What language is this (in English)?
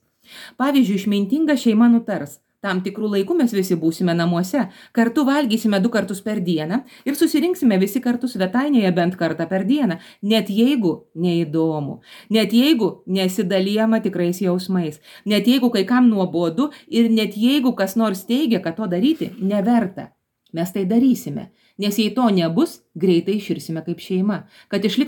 Lithuanian